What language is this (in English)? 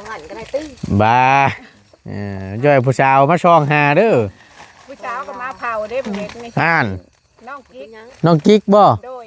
Northeastern Thai